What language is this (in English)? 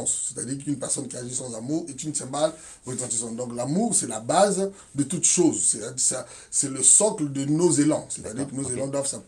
French